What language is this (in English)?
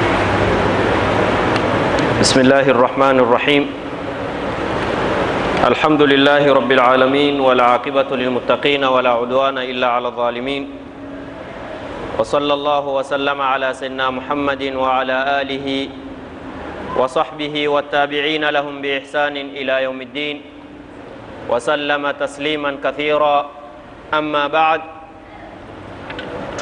Swahili